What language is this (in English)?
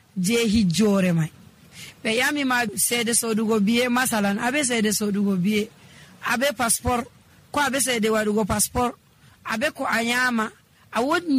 Nigerian Fulfulde